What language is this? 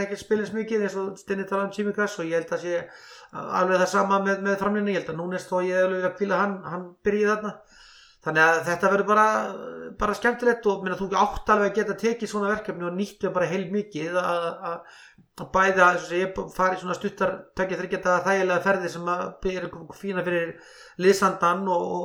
Icelandic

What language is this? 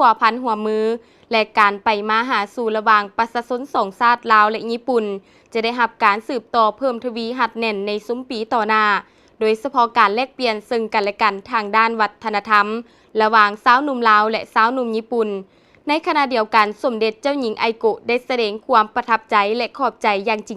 Lao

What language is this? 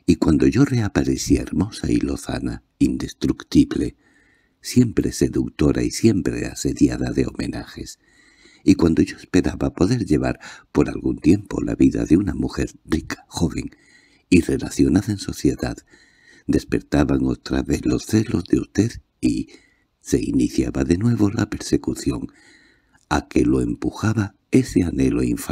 Spanish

